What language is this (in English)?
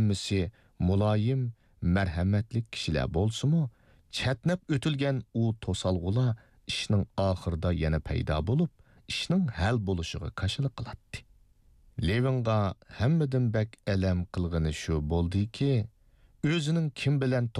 Uyghur